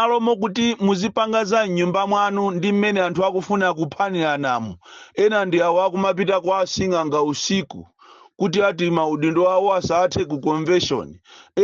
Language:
Nyanja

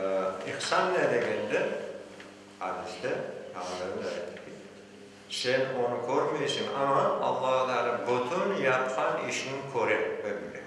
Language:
Crimean Tatar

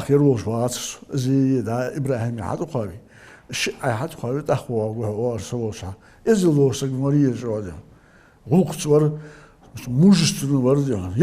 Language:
Ingush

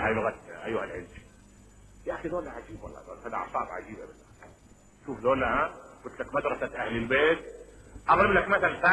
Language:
Mesopotamian Arabic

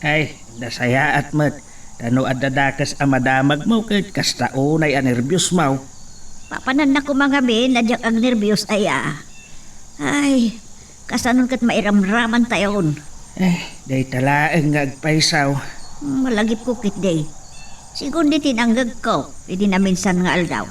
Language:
Iloko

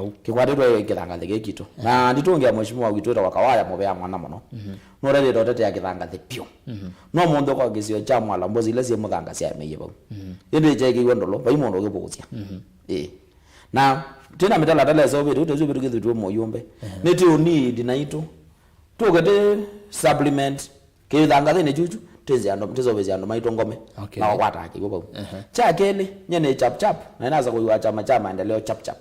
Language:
Kamba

